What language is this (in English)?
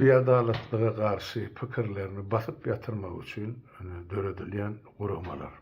Turkmen